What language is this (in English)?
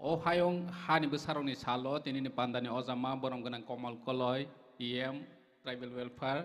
Kok Borok